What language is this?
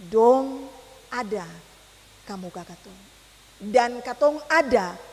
Ambonese Malay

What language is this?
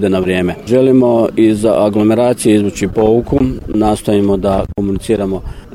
Croatian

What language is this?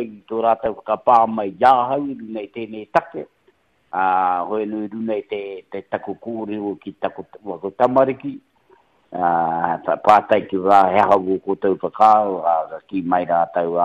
Māori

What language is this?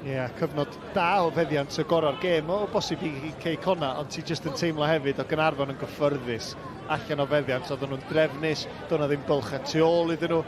Welsh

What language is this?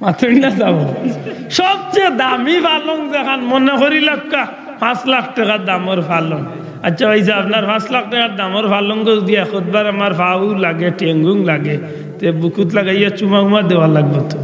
Sylheti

